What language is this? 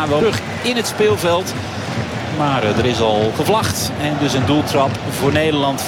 Dutch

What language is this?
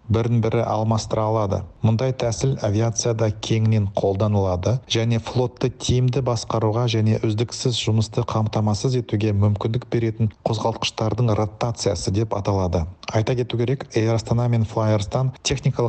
Kazakh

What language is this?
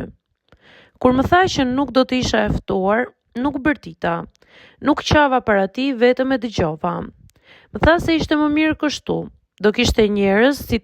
Albanian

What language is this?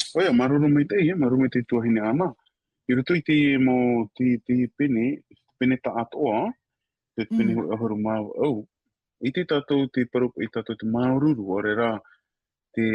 Tahitian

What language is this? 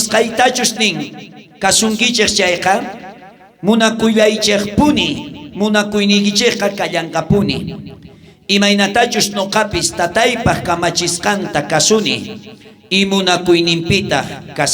South Bolivian Quechua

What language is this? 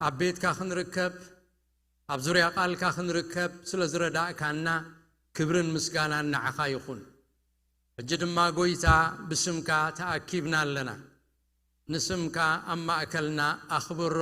Tigrinya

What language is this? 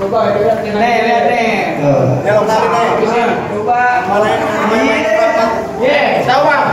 Betawi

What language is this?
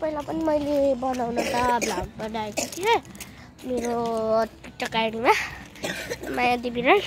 Nepali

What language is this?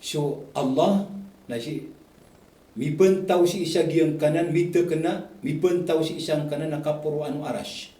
Maranao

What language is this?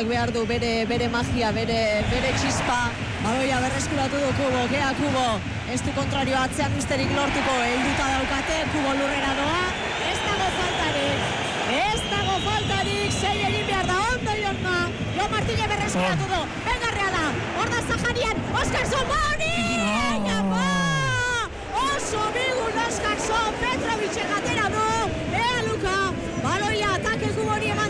Basque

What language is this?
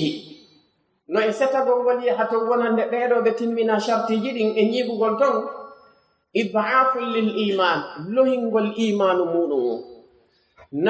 Fula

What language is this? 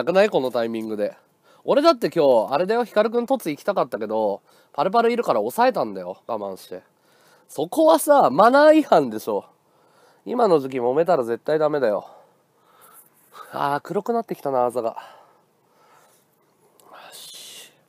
Japanese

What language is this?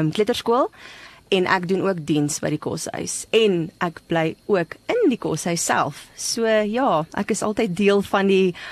Afrikaans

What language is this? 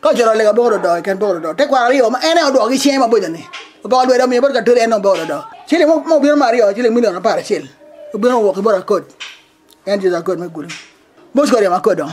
Acoli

